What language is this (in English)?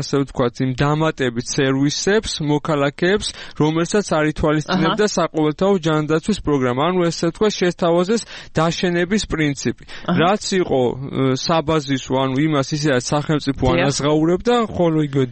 Georgian